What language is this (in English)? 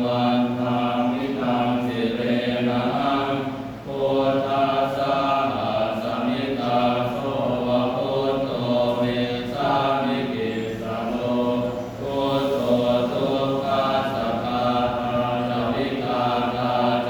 Pali